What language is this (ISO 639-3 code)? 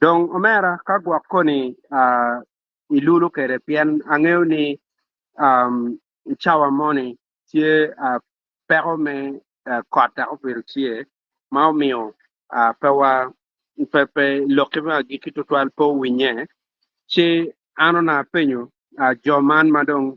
ach